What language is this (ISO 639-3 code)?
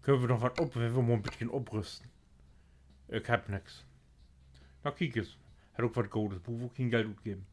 nds